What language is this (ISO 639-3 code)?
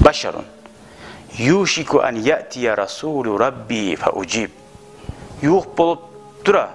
kum